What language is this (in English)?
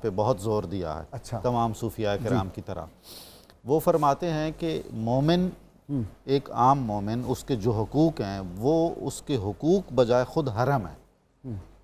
Urdu